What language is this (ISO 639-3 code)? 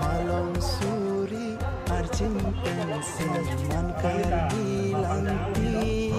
mjw